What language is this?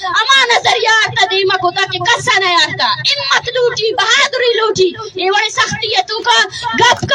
Baluchi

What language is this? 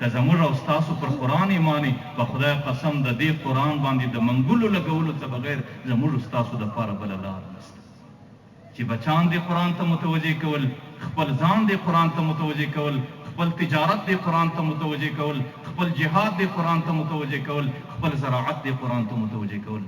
Pashto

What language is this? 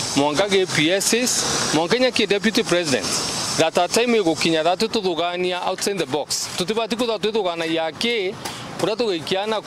Meru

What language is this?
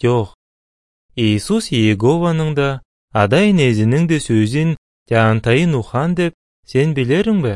Kyrgyz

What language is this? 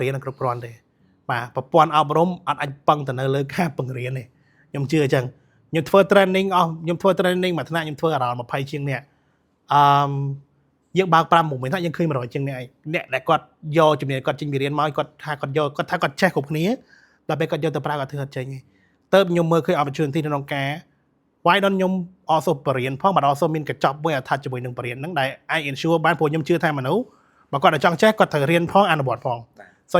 Khmer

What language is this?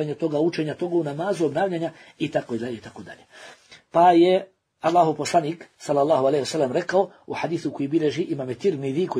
Bosnian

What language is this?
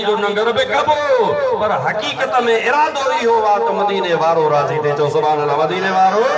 Sindhi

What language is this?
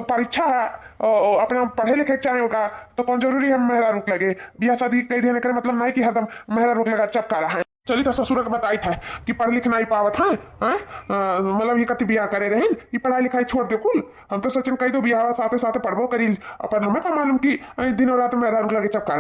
Awadhi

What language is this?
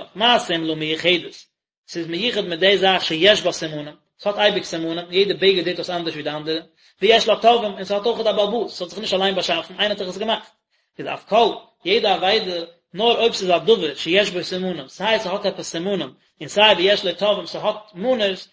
Yiddish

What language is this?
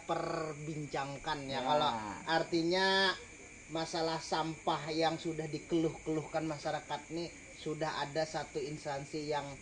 Banjar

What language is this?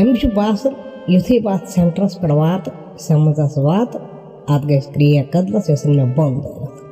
Kashmiri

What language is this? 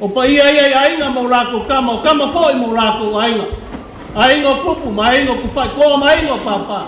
Samoan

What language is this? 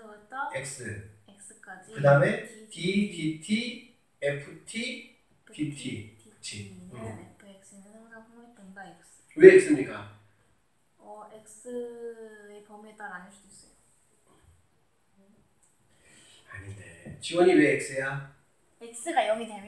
Korean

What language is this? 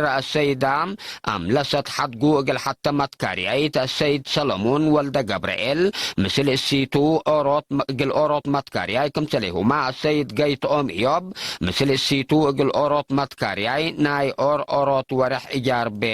Tigre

